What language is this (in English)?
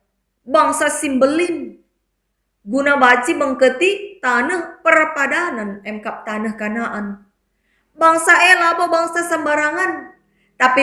Batak Karo